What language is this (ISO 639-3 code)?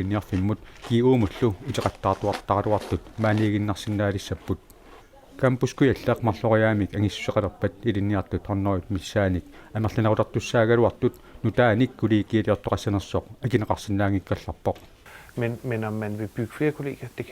kal